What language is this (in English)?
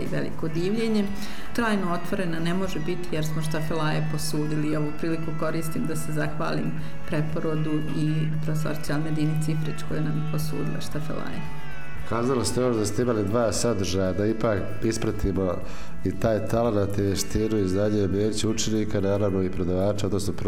Bosnian